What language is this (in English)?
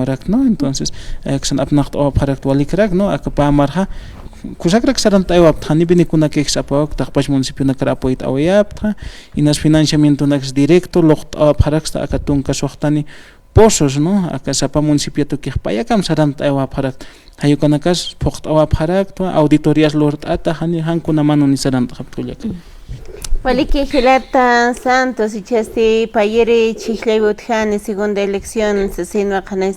Aymara